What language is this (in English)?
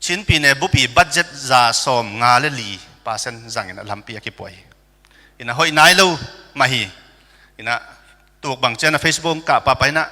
Tedim Chin